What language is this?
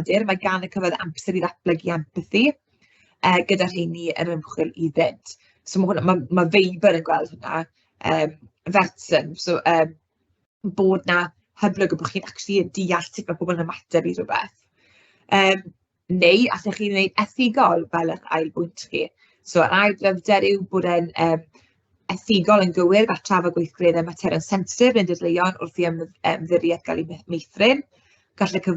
Welsh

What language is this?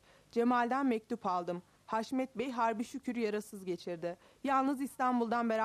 Turkish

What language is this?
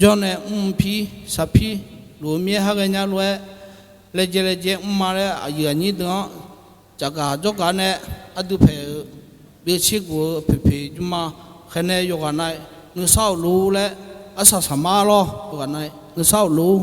Akha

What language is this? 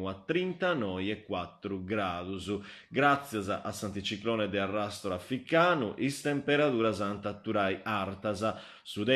Sardinian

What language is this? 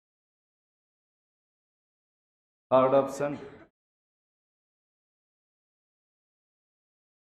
Hindi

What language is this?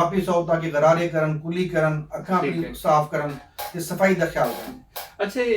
Saraiki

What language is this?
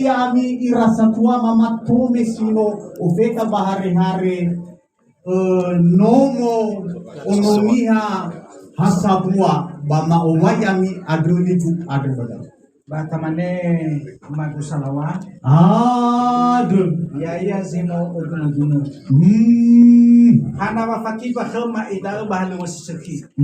Nias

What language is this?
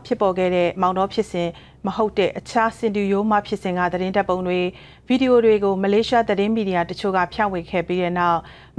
Burmese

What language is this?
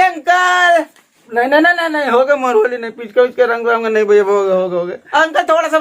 Chhattisgarhi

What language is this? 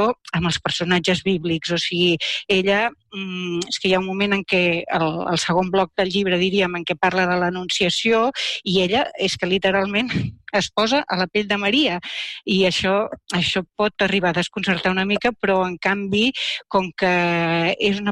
Catalan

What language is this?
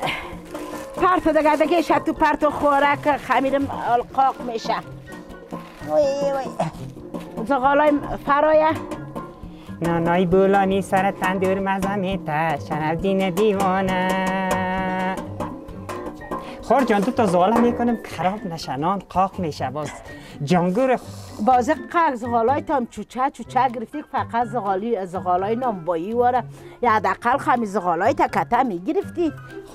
Persian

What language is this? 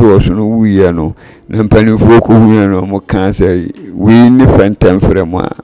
Akan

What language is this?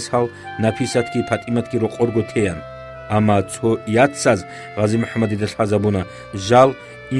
Avaric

